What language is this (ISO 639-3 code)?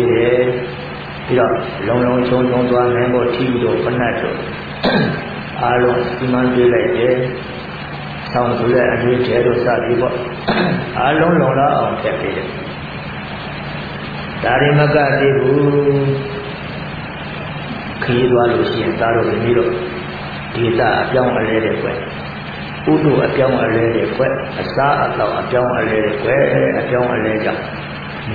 mya